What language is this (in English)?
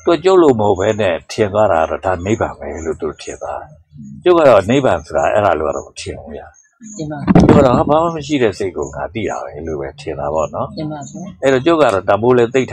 Burmese